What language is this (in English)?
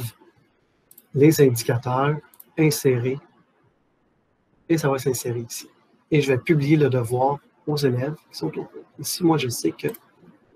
French